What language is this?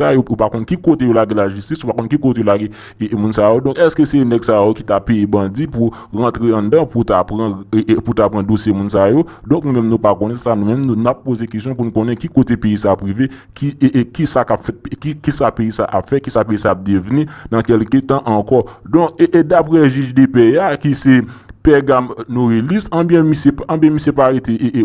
Haitian Creole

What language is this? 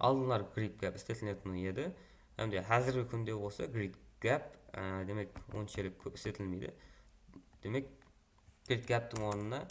Kara-Kalpak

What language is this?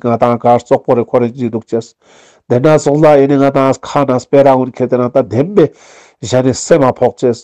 Ladakhi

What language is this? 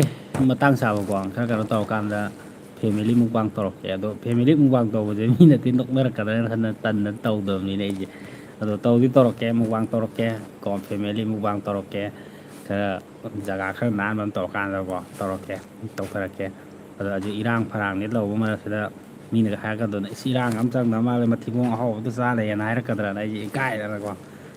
Manipuri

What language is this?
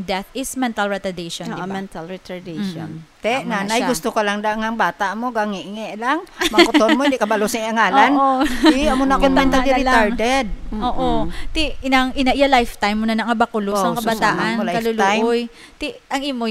Hiligaynon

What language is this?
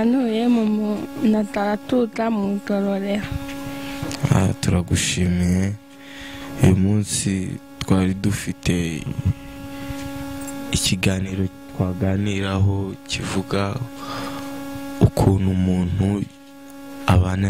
Kinyarwanda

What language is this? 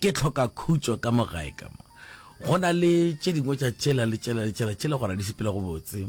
Northern Sotho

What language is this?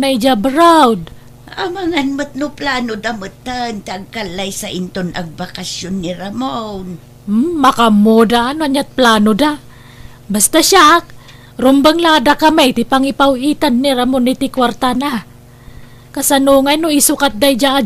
Iloko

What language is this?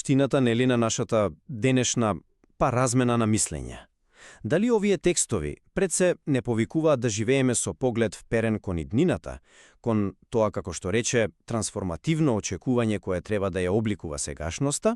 Macedonian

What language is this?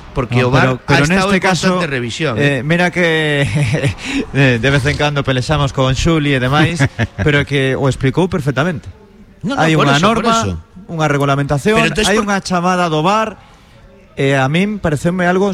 Galician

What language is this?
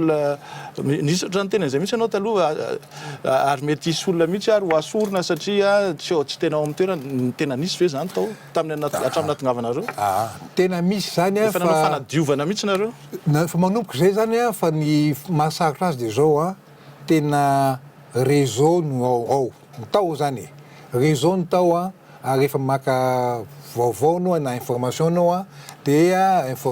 Malagasy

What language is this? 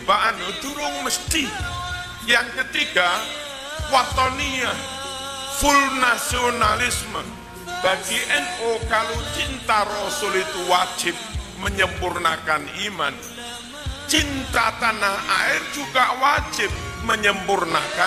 Indonesian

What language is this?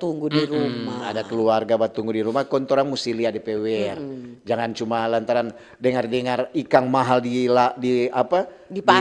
Manado Malay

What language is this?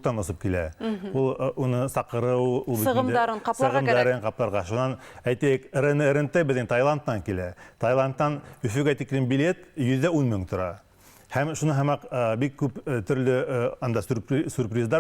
Bashkir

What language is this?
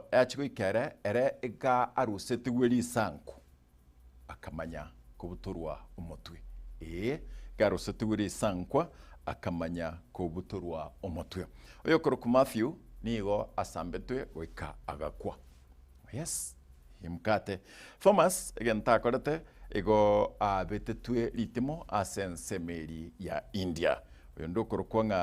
Gusii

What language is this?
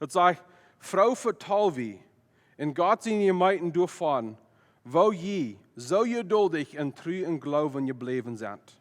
Plautdietsch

